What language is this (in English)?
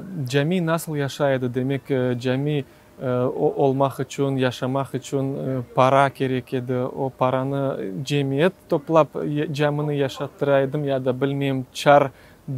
Crimean Tatar